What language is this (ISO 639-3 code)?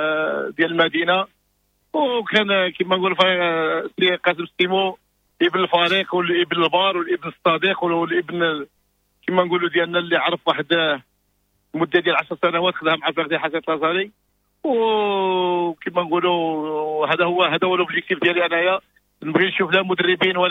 ary